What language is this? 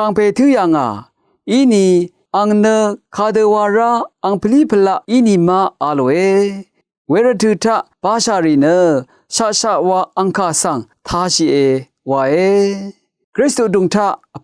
Rawang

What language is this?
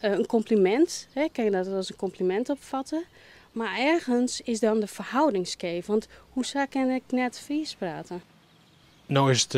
Western Frisian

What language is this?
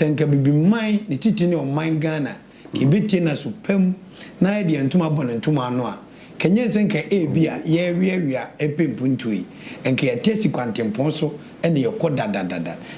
Akan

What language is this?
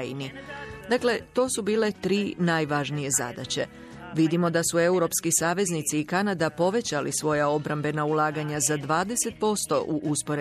Croatian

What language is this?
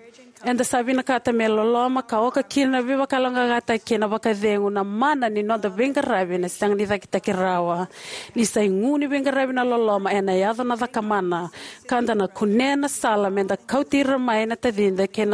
Fijian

